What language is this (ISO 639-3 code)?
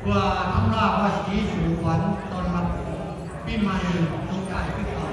lao